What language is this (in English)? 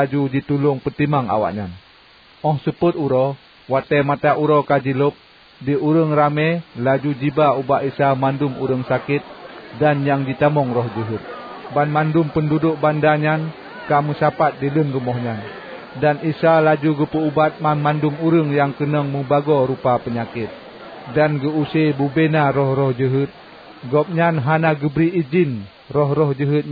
Achinese